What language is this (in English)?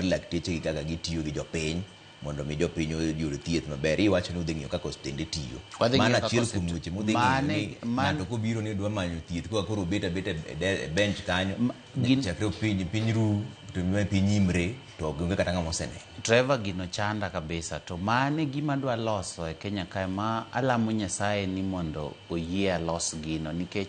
Luo (Kenya and Tanzania)